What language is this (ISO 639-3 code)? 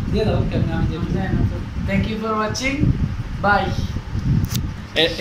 ben